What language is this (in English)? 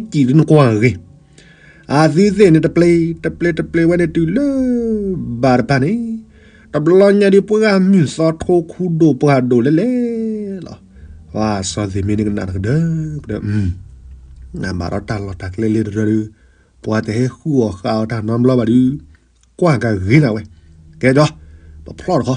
S'gaw Karen